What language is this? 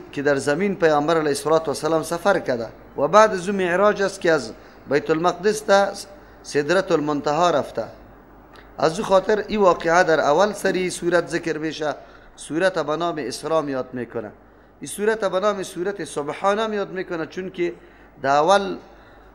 Persian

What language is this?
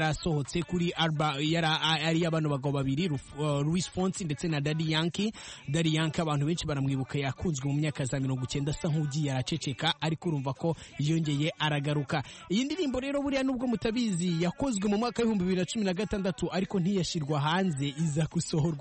Kinyarwanda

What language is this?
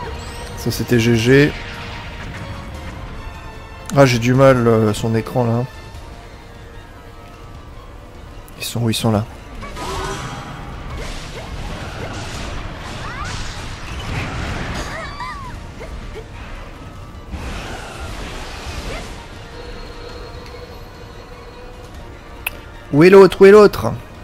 French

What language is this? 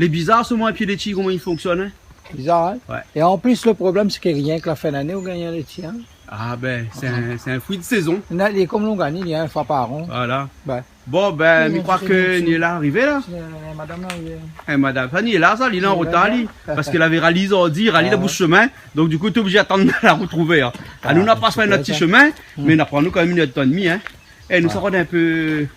Réunion Creole French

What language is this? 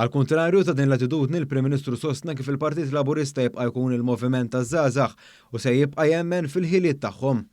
Maltese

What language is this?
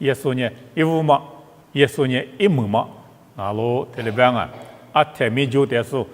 Lisu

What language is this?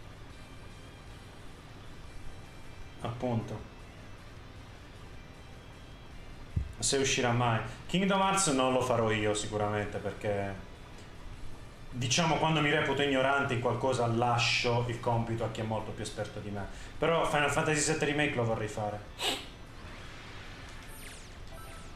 Italian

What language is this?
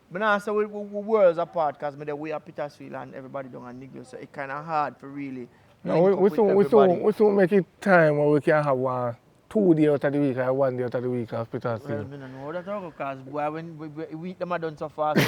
Jamaican Creole English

